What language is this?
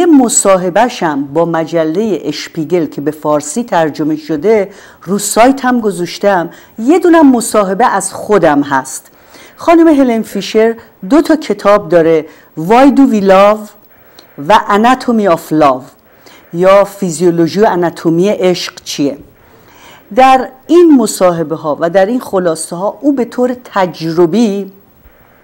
Persian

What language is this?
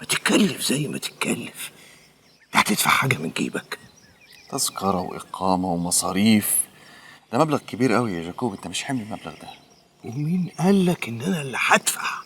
Egyptian Arabic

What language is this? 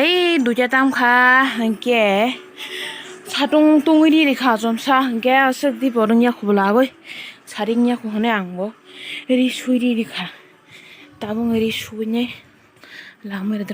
Kok Borok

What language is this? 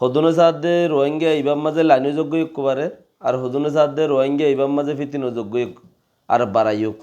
Rohingya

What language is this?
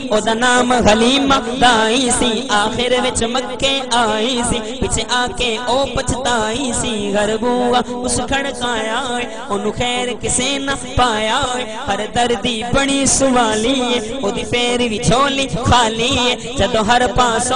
Saraiki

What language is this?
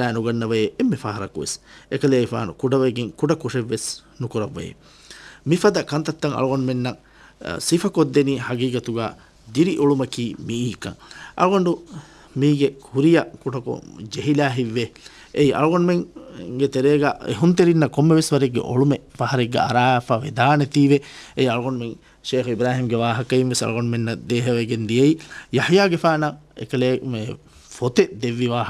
Divehi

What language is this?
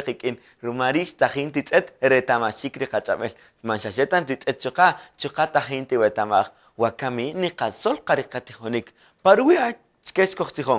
Kaqchikel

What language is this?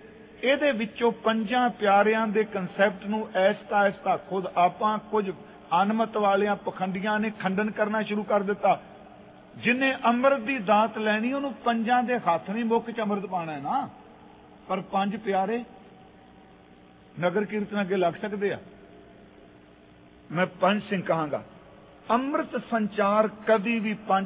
Punjabi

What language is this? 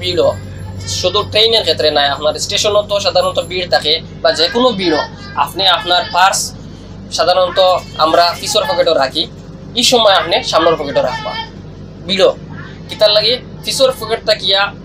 Sylheti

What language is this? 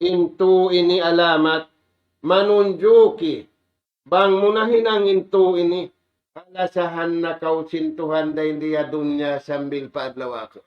Tausug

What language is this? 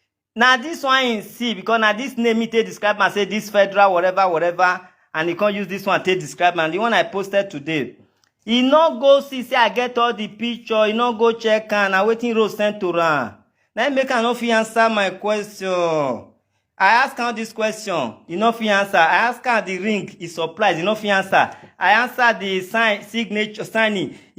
Nigerian Pidgin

